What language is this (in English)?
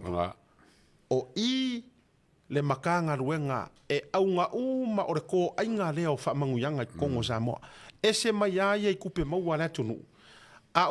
Samoan